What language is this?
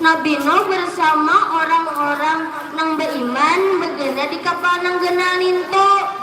Banjar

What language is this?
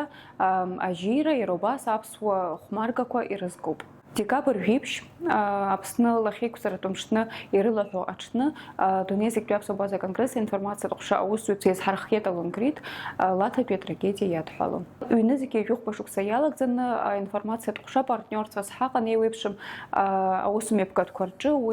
Abkhazian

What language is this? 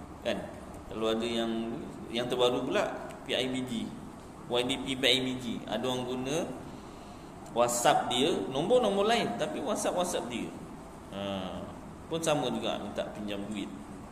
Malay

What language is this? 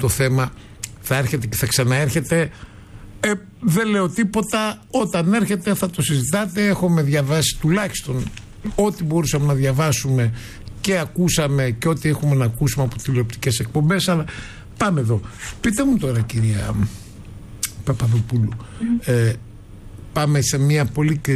Greek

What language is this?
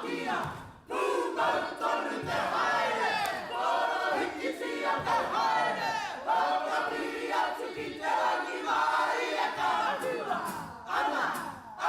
Māori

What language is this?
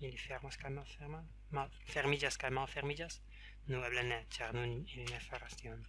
Esperanto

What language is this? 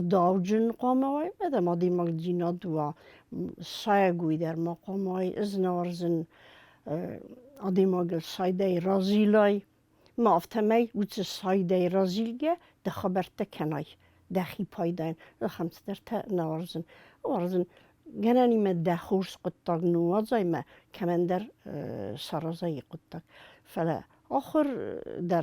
Ossetic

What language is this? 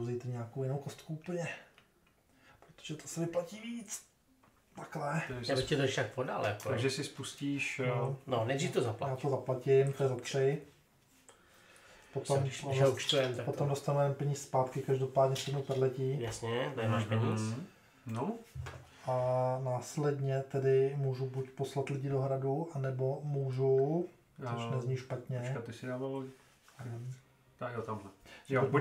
Czech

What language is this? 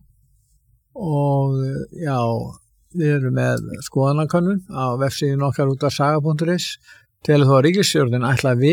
Icelandic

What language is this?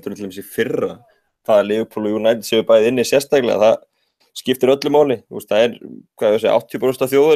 Icelandic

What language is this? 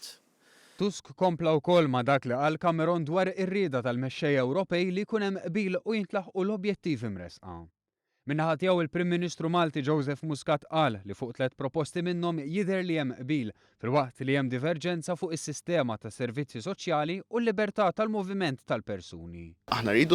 Maltese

